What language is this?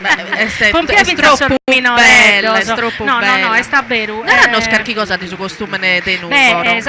Sardinian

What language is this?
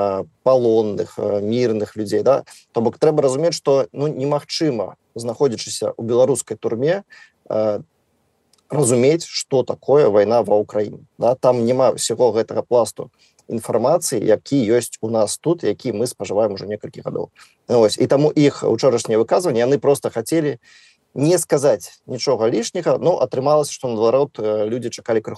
Belarusian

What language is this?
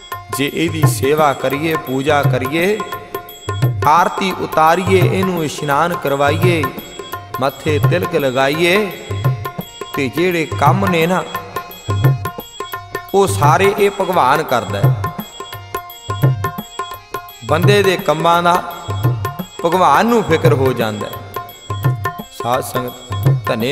Punjabi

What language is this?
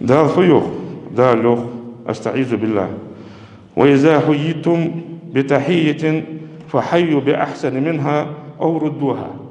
Ingush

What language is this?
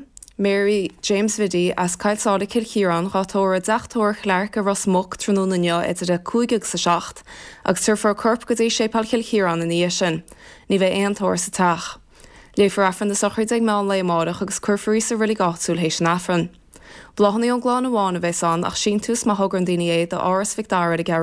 Irish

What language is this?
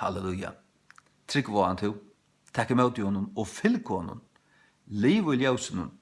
Faroese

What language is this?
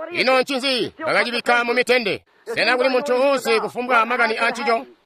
Tonga (Zambia)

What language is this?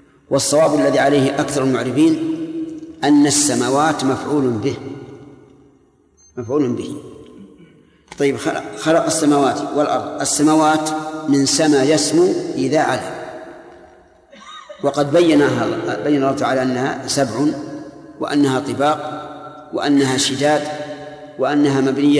Arabic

